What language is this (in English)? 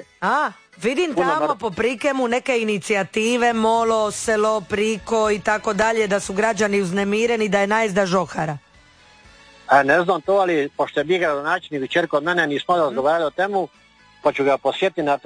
Croatian